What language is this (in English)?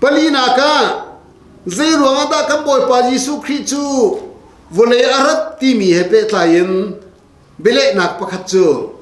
Hakha Chin